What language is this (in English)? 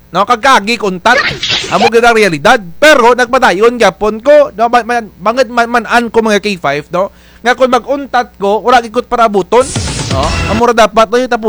Kinaray-a